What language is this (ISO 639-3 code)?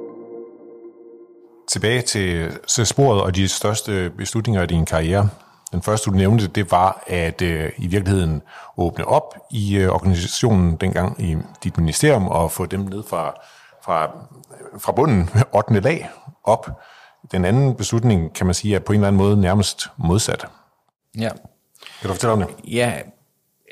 dan